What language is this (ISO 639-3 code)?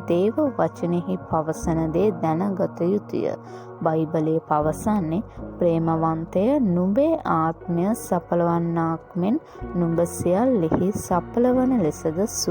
sin